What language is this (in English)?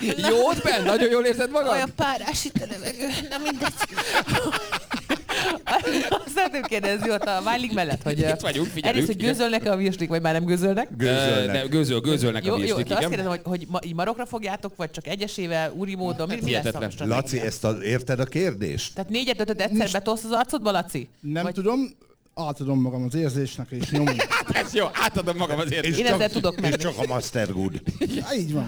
Hungarian